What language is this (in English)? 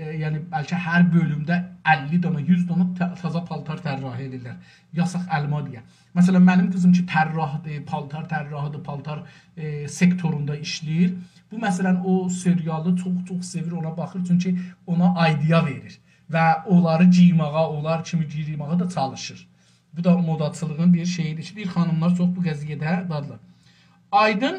South Azerbaijani